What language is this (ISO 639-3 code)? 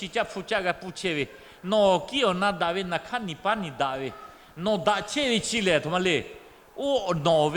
lhu